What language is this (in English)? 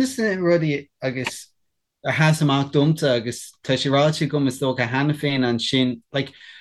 Irish